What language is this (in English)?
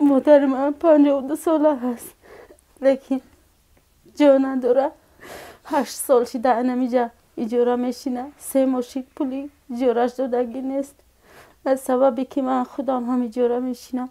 Tajik